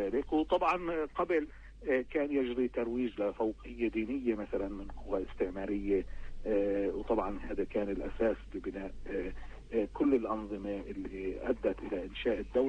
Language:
North Levantine Arabic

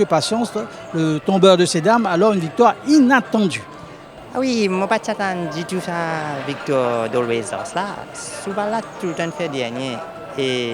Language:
Morisyen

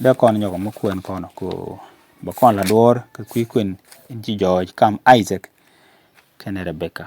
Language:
Nuer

